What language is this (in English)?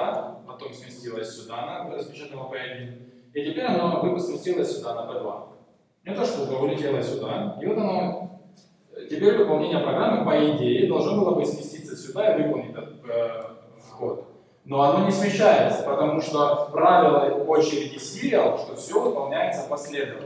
Russian